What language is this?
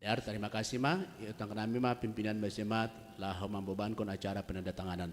Batak Simalungun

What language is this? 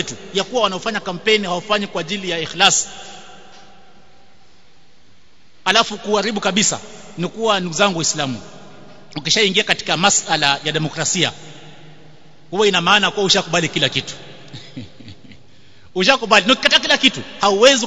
Swahili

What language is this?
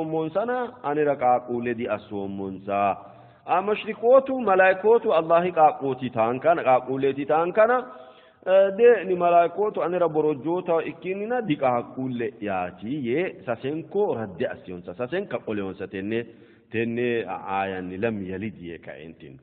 Sidamo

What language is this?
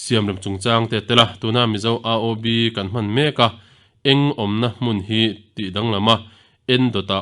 Mizo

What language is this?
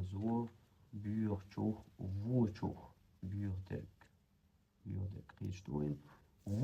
Chechen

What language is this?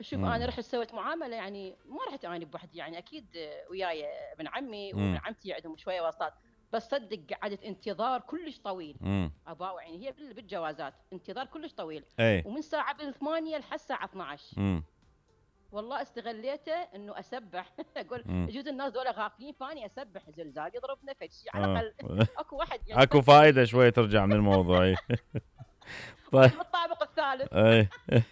Mesopotamian Arabic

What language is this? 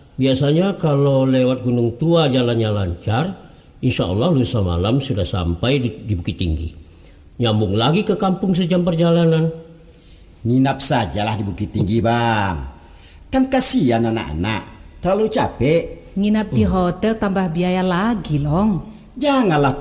Minangkabau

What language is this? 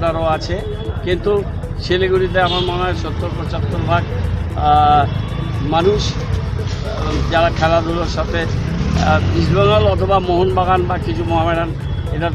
Bangla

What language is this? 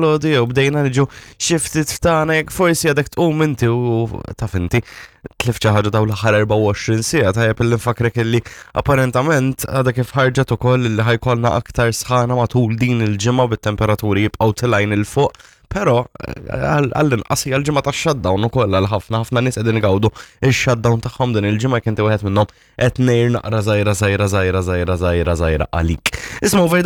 Maltese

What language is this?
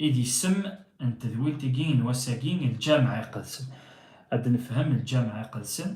Kabyle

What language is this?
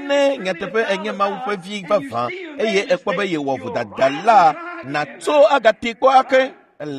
Ewe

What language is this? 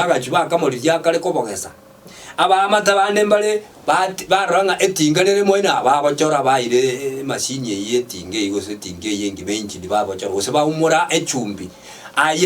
Gusii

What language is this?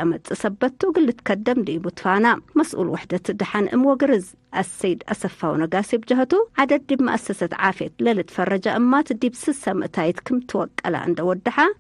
Tigre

